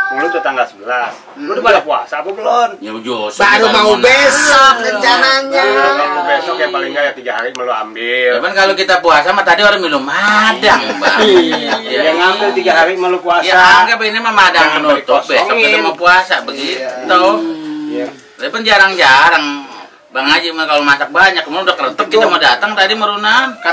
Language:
Betawi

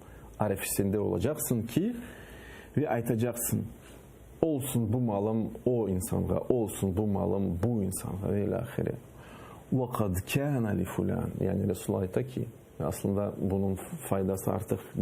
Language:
Crimean Tatar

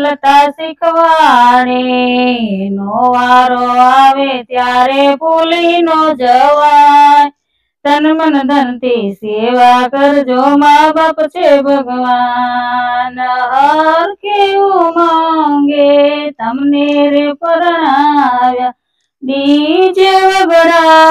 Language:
Gujarati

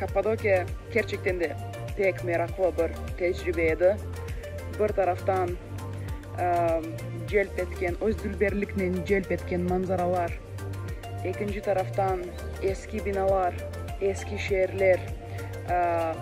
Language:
Crimean Tatar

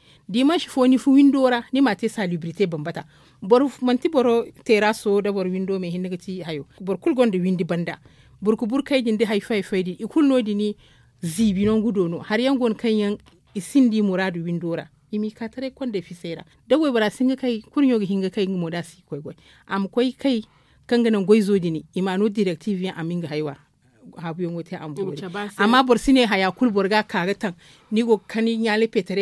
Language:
Zarma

